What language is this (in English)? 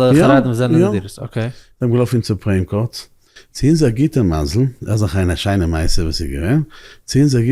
Yiddish